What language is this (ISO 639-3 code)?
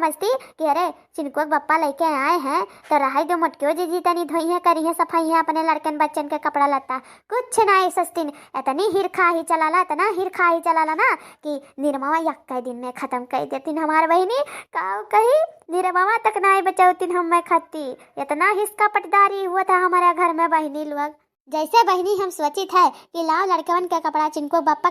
awa